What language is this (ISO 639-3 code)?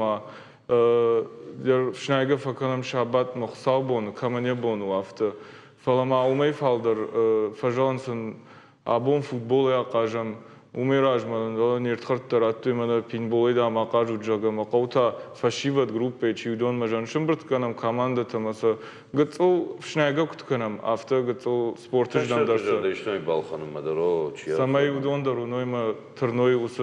oss